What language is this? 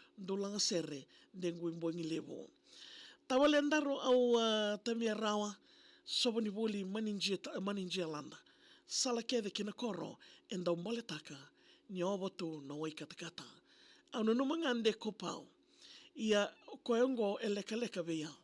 Fijian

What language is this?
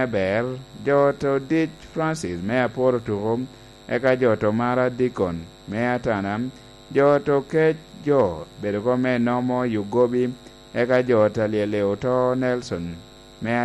Lango (Uganda)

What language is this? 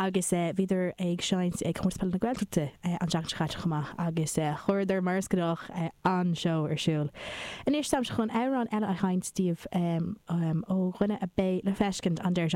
Irish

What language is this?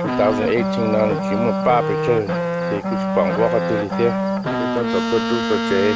Hmong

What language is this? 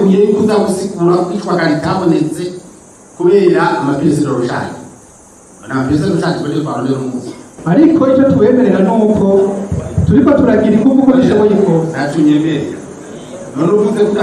Rundi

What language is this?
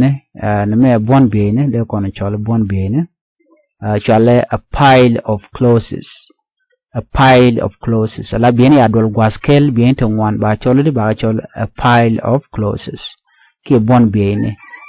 Nuer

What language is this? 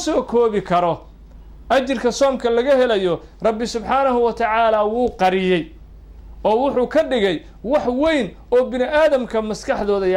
Somali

